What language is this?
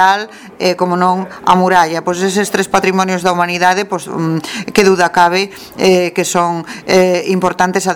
Galician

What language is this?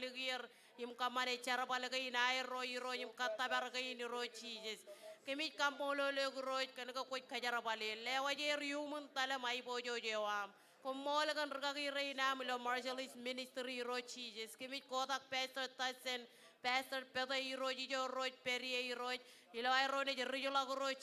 Marshallese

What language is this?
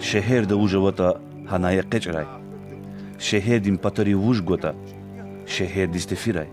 Lezghian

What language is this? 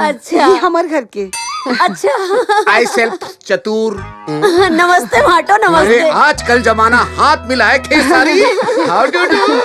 Chhattisgarhi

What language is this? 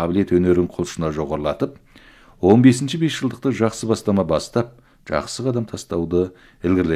Kazakh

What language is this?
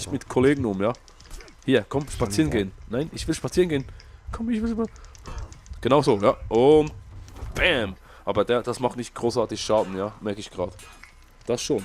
Swiss German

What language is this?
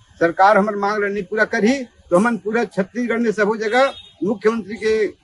Chhattisgarhi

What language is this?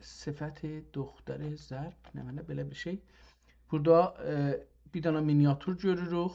South Azerbaijani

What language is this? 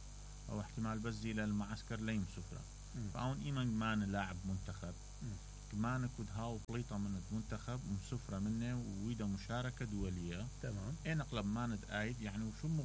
Mesopotamian Arabic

